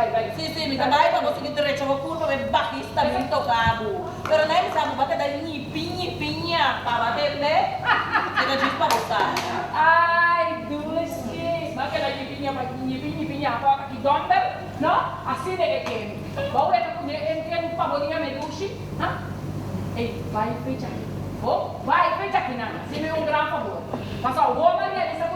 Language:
Papiamento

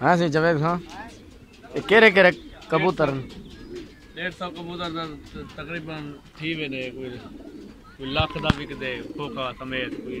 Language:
Saraiki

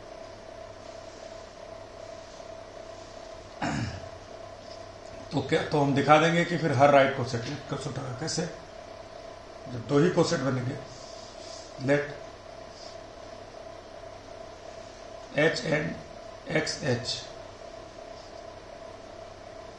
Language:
Hindi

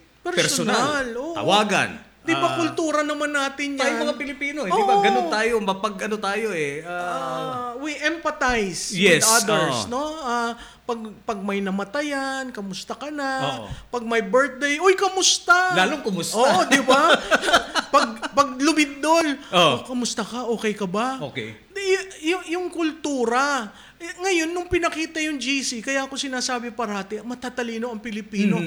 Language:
Filipino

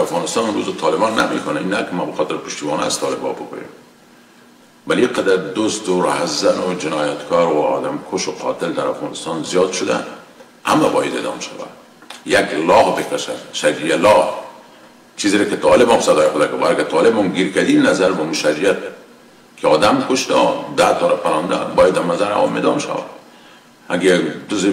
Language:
Persian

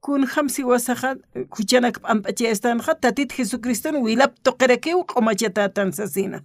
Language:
Aymara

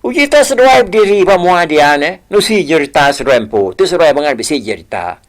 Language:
Iban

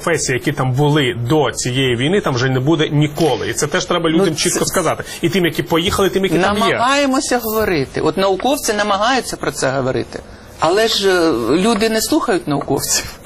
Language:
Ukrainian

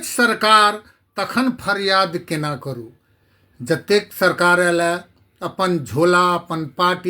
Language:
Maithili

